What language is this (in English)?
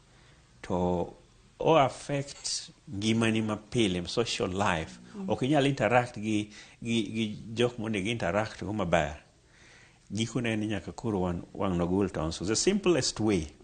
Luo (Kenya and Tanzania)